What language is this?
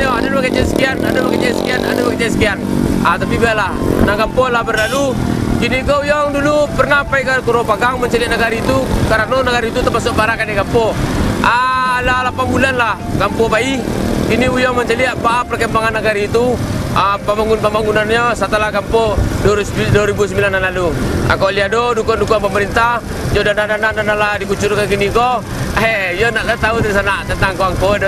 Minangkabau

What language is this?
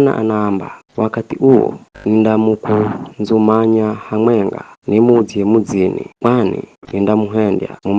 Giryama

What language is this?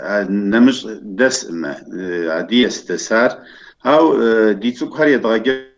Kabardian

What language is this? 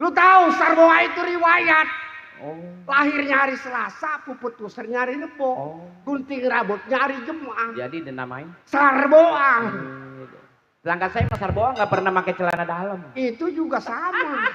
Betawi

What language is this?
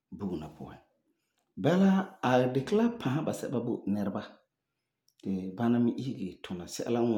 Frafra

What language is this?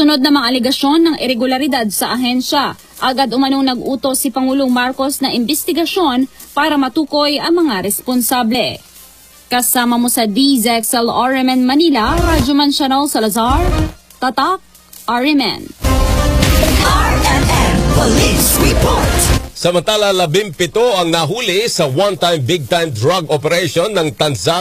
Filipino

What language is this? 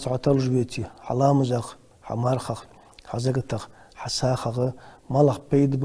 Ingush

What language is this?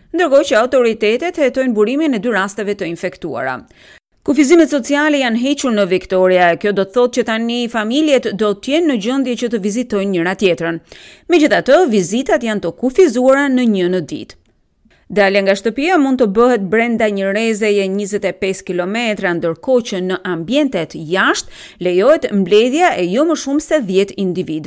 Albanian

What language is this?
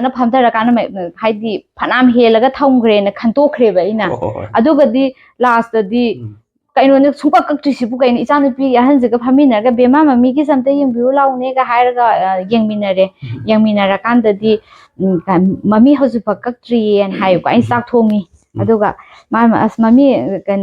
Manipuri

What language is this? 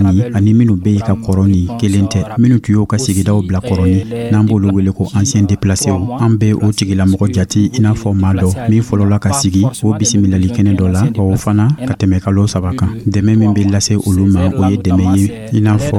Dyula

